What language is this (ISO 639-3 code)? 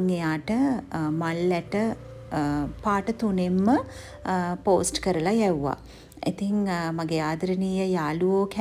sin